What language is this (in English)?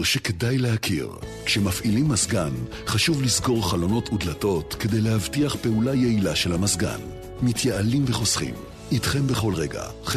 Hebrew